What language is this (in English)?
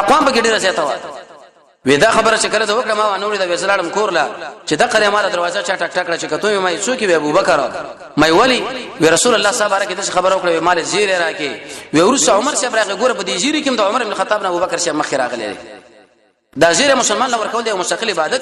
Pashto